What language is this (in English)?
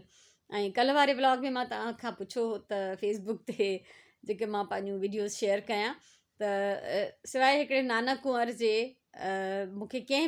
Sindhi